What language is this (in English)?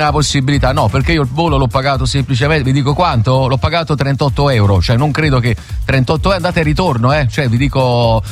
Italian